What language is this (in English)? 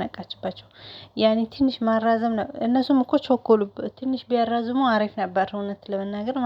Amharic